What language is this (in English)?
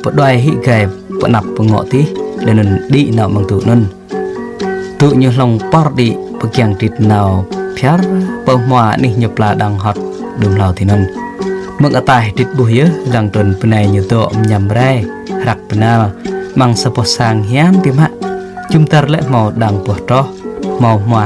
Jarai